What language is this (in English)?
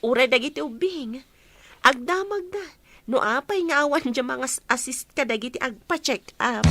Iloko